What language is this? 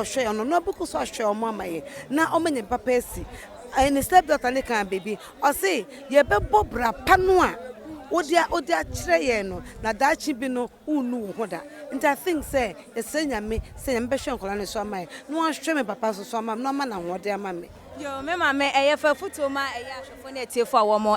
Akan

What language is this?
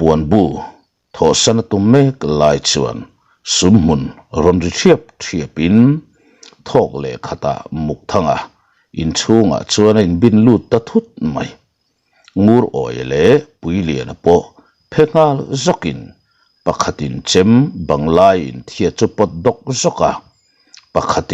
Mizo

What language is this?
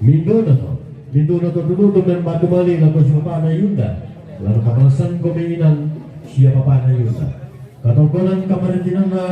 Toraja-Sa'dan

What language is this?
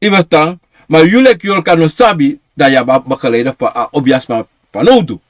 Sranan Tongo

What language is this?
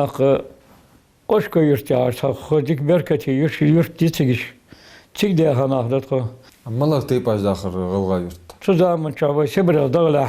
Ingush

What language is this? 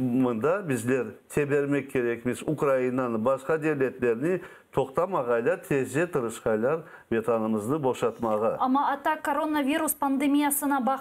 Crimean Tatar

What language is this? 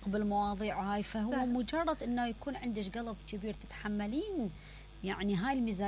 Mesopotamian Arabic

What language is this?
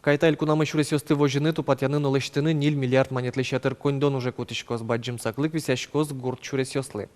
Udmurt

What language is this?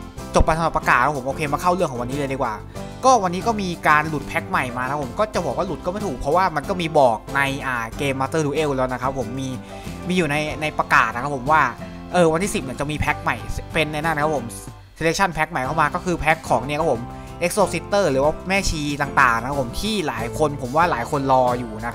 Thai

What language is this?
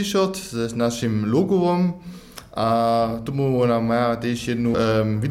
Upper Sorbian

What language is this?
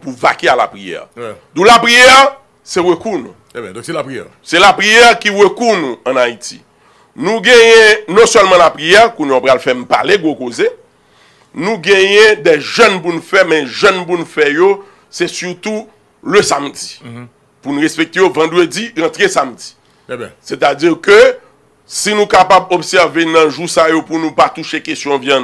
Haitian Creole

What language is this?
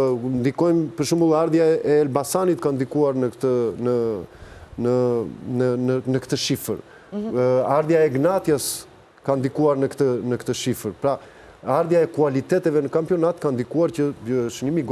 Albanian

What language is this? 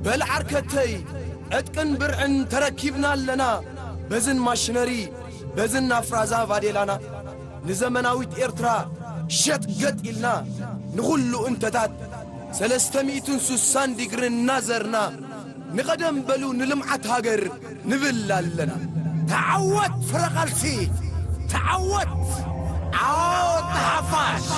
Tigrinya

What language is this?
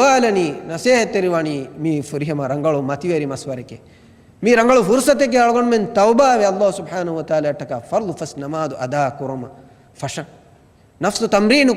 Divehi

